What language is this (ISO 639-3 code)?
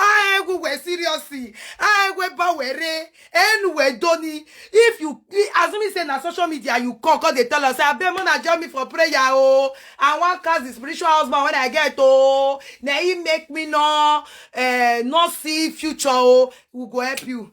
pcm